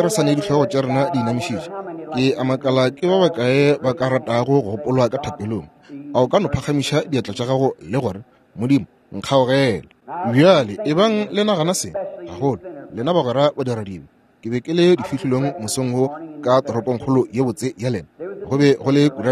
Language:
Northern Sotho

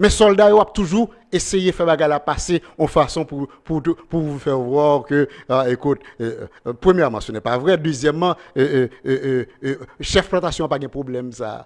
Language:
Haitian Creole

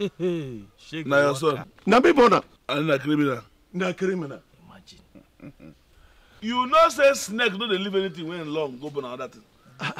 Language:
Nigerian Pidgin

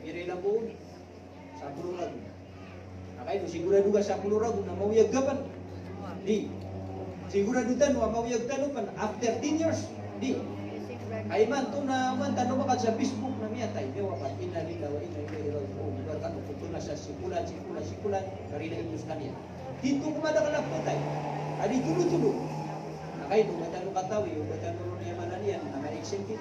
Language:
Maranao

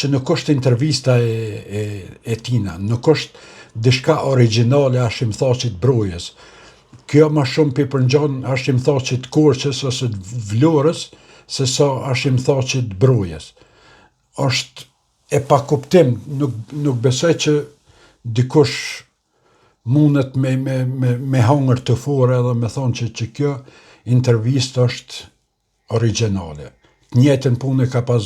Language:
Albanian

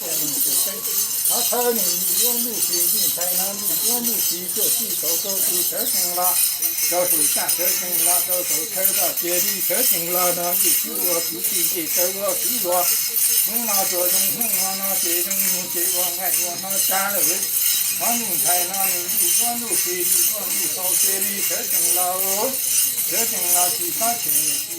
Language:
Hmong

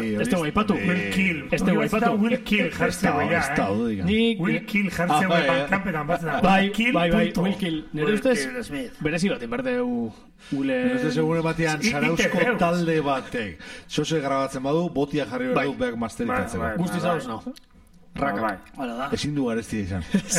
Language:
Basque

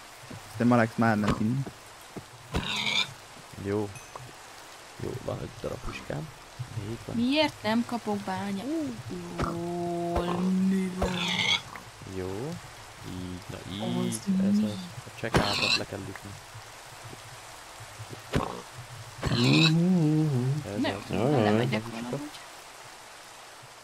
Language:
Hungarian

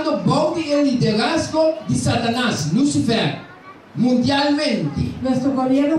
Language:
Papiamento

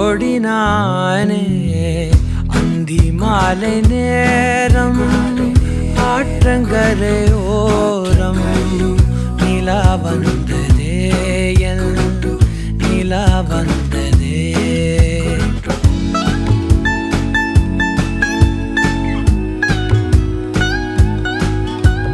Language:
Tamil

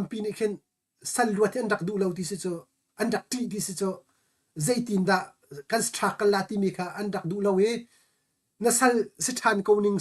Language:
Hakha Chin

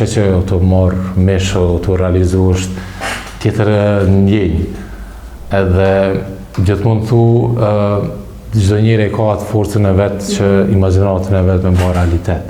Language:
Albanian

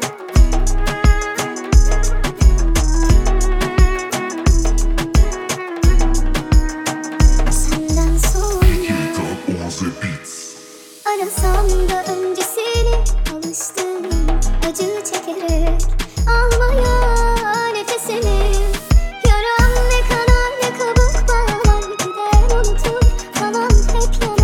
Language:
Turkish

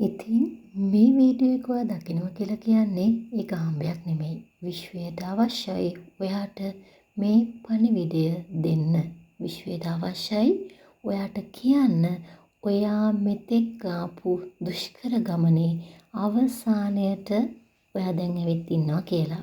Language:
Sinhala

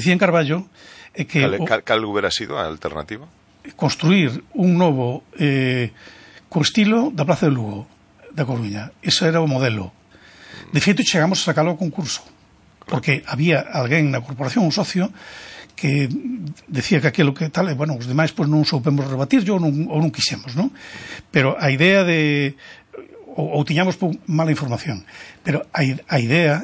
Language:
Galician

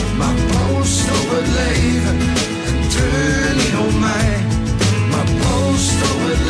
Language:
Dutch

